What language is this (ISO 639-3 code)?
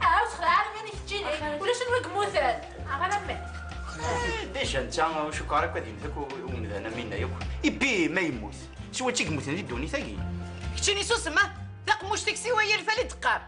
kab